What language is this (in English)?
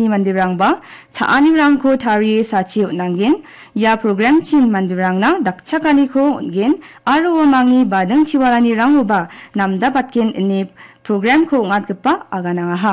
Garo